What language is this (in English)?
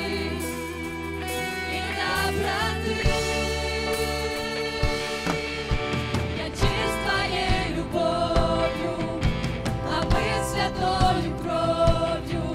Russian